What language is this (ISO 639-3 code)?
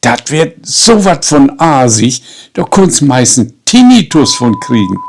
nds